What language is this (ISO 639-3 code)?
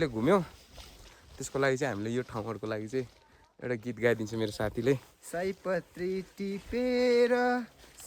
nep